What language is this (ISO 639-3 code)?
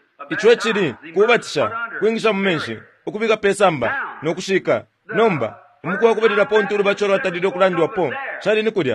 bem